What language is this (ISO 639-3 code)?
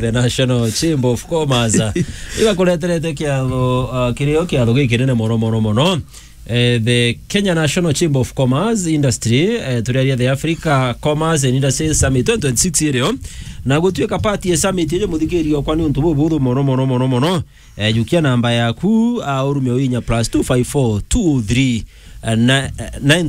mer